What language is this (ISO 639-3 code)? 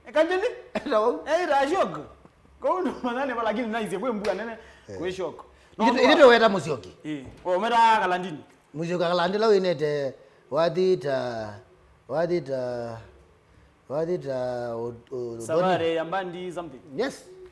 kam